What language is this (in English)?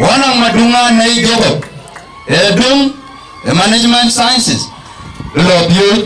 Dinka